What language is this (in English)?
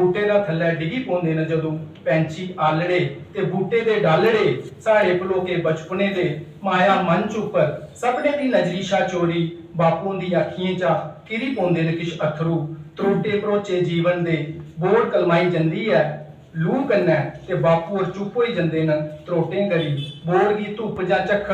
Dogri